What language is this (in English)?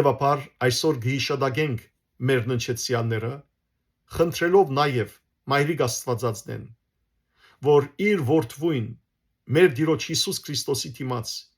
Western Armenian